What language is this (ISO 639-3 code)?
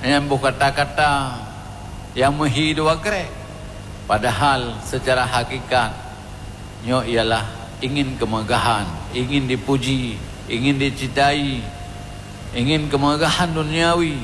ace